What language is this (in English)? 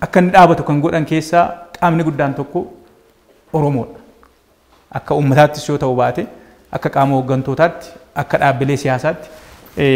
Oromo